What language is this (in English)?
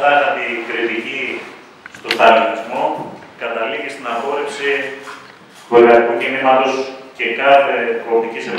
Greek